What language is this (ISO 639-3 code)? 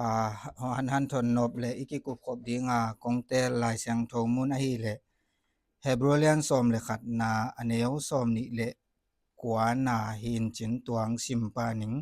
ctd